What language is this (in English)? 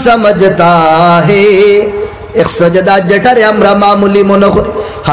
Sylheti